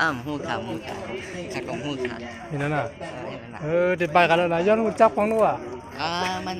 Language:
Shan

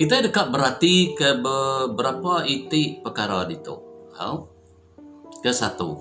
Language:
Iban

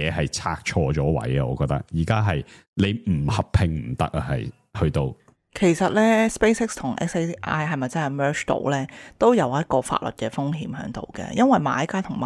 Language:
Cantonese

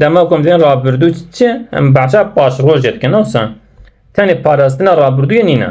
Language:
Kurdish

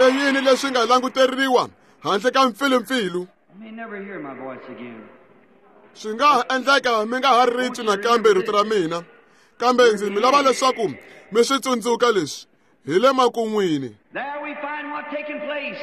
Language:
Tsonga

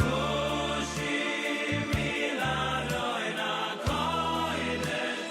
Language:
Yiddish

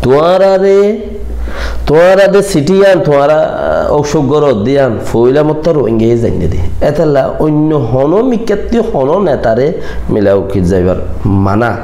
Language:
Rohingya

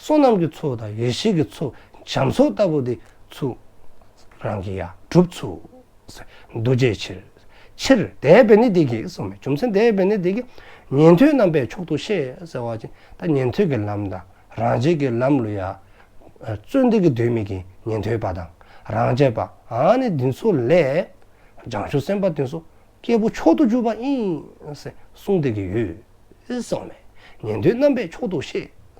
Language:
Dzongkha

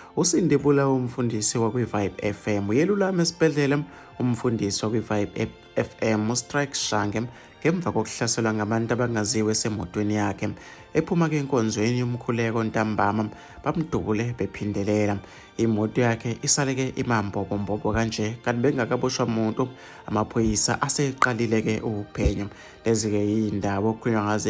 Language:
Zulu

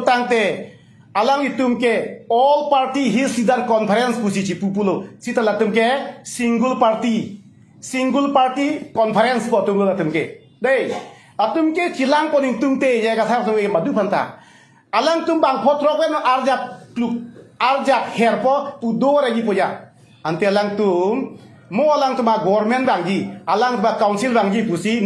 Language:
Karbi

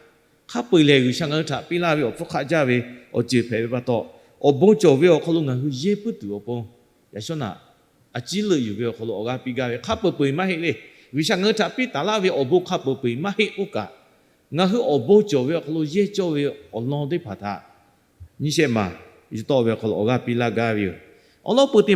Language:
Lahu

